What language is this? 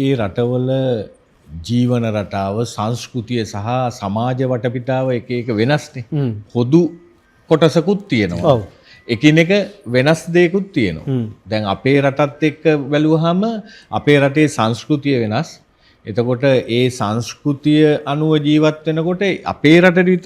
Sinhala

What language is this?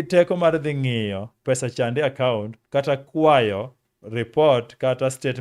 Luo (Kenya and Tanzania)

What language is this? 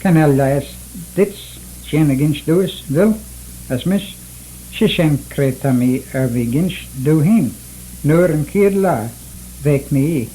Manx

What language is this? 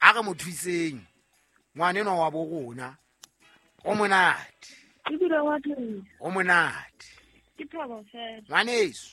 Southern Sotho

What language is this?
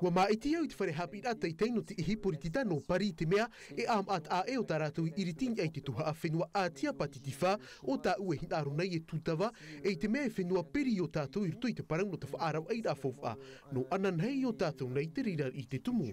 Tahitian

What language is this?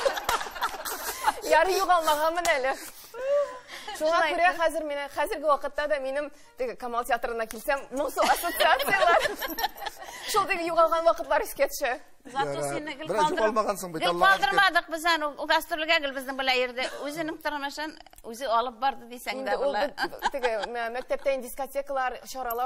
Tatar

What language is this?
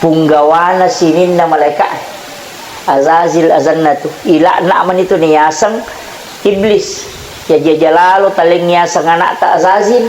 Buginese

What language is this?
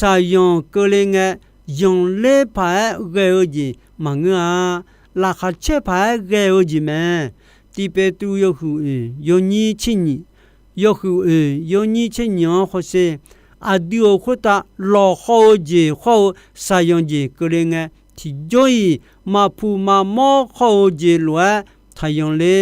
Akha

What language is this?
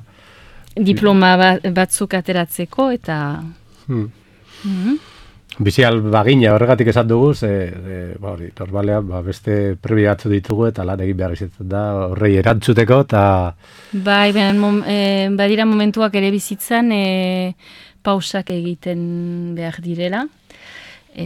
Basque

